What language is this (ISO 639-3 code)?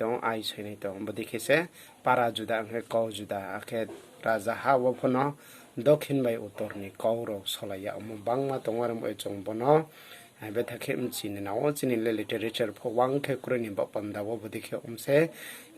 ria